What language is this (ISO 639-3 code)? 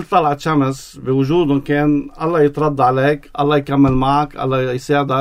apc